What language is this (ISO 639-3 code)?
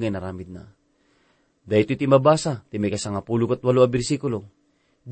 ilo